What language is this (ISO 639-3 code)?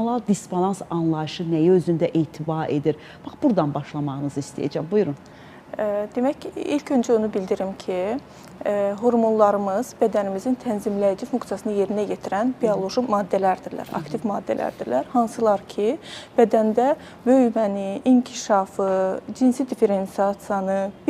aze